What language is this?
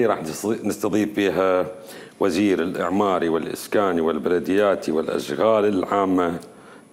Mesopotamian Arabic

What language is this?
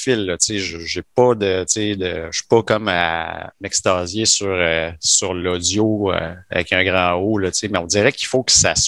French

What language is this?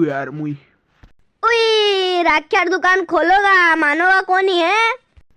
Rajasthani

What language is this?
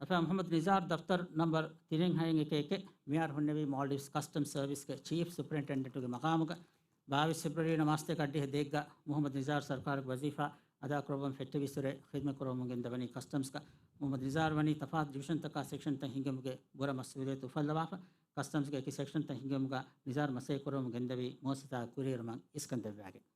Divehi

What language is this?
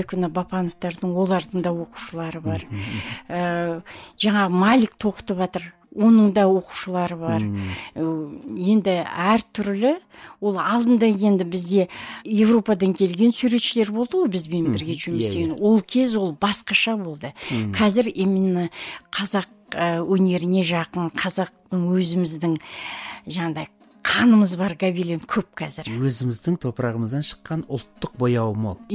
Kazakh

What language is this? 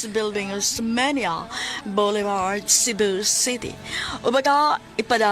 Cebuano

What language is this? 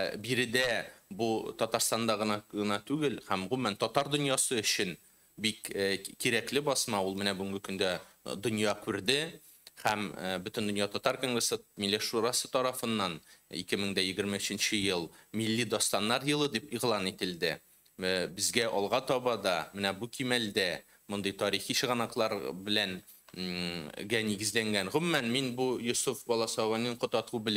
Tatar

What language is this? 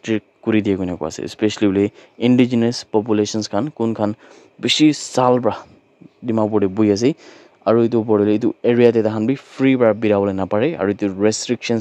Naga Pidgin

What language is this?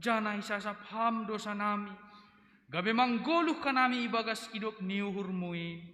Batak Simalungun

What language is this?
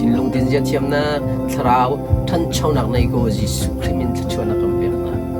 Hakha Chin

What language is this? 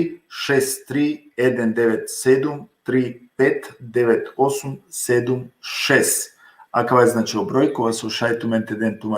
Balkan Romani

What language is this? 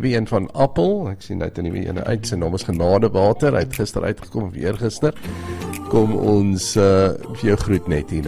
Afrikaans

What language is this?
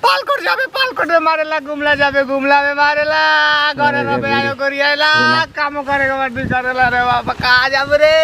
Sadri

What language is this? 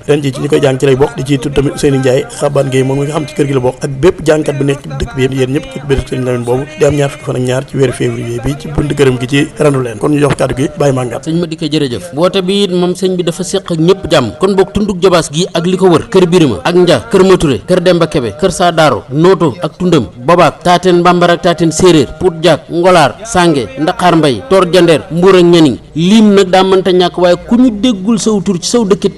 Wolof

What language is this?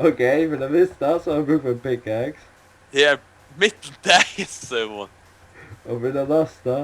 Faroese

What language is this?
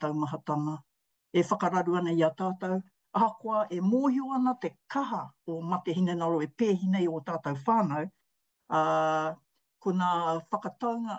Māori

